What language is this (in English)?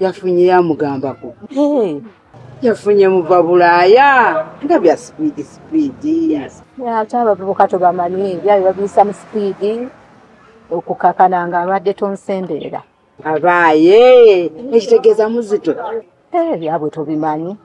Ganda